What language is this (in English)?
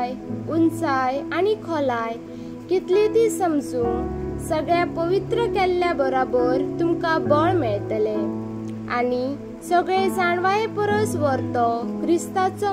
Konkani